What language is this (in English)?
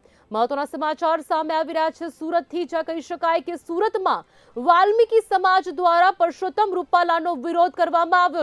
Gujarati